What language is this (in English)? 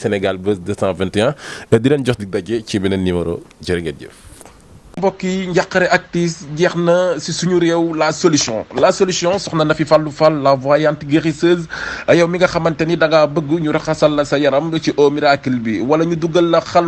Wolof